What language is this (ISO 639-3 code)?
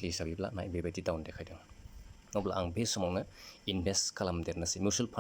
brx